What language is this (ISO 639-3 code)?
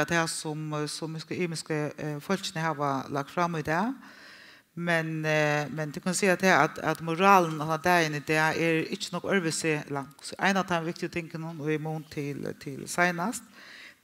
fao